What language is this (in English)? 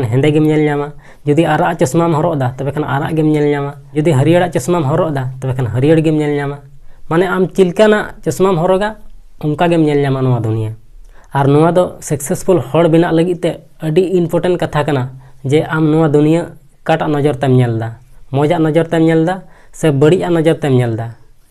Santali